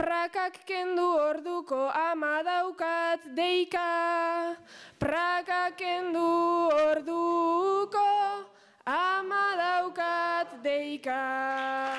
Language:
Basque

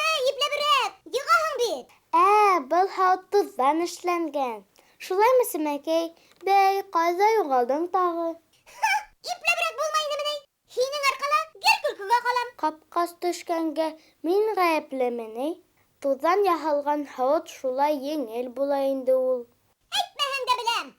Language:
Bashkir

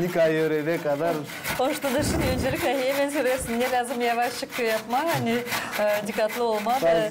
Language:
Gagauz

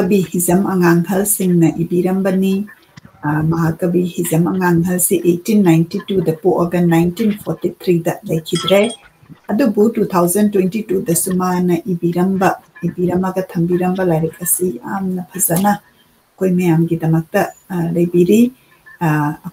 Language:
Manipuri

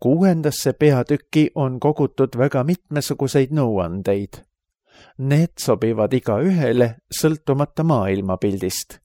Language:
Estonian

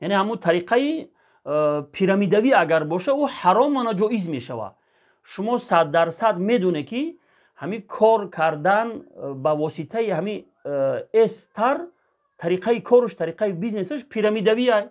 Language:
Tajik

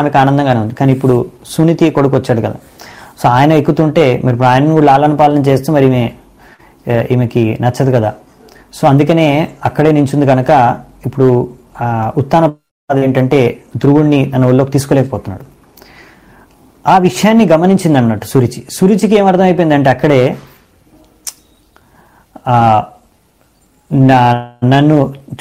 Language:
Telugu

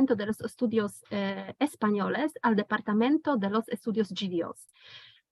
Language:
Ladino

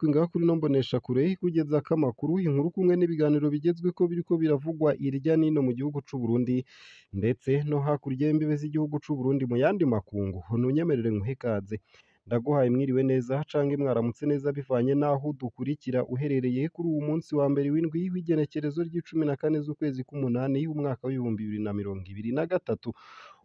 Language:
Rundi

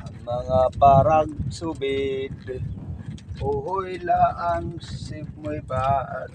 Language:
Waray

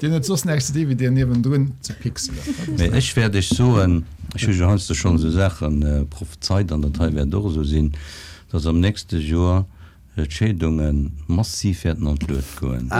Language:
Luxembourgish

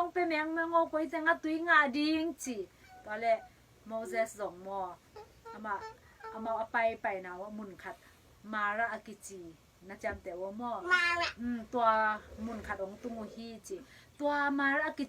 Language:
Tedim Chin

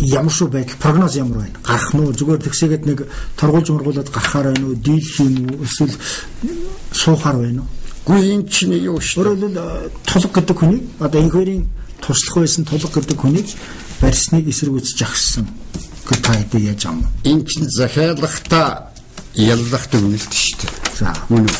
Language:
Mongolian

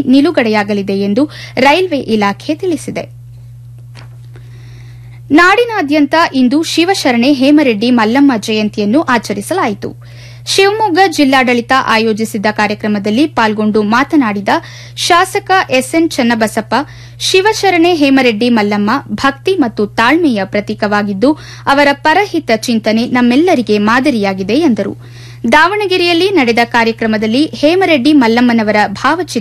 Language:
Kannada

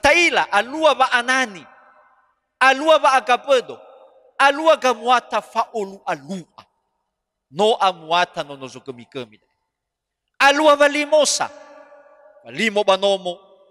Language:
Nias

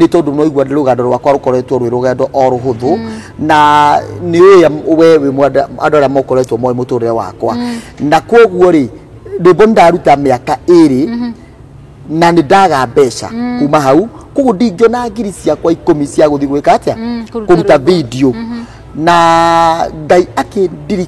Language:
Kikuyu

